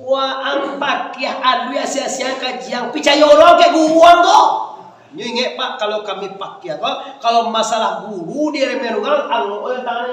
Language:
Minangkabau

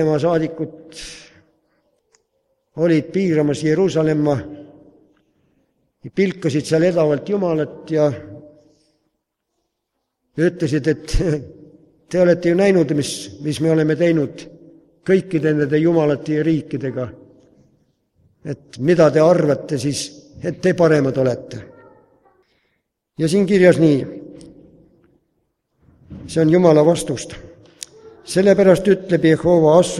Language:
Estonian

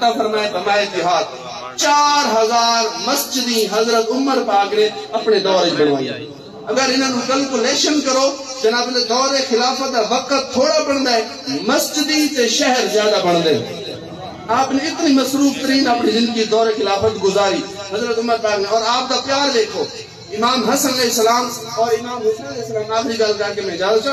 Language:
Saraiki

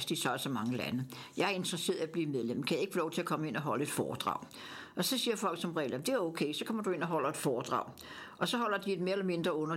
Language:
Danish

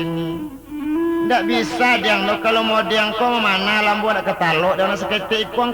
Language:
Minangkabau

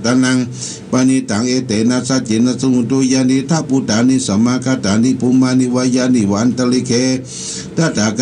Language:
Pali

